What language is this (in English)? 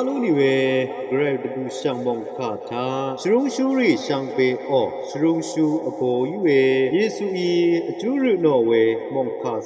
Rawang